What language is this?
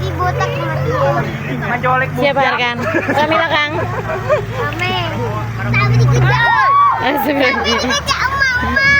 Banjar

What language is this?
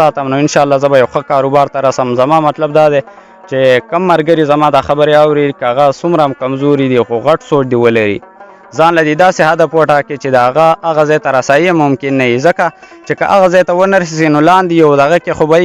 Pashto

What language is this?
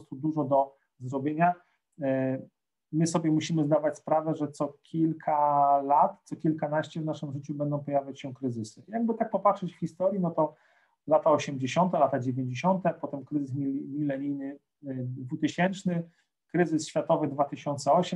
Polish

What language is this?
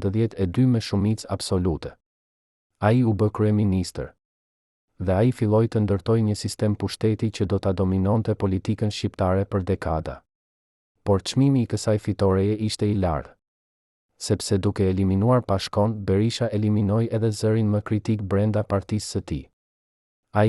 Albanian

